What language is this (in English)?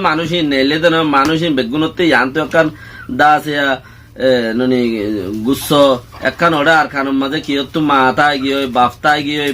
Rohingya